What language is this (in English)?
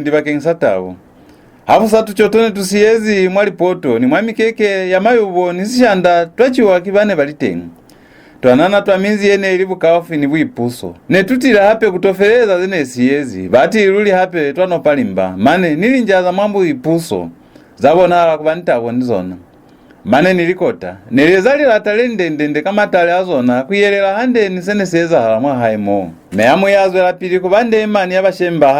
Lozi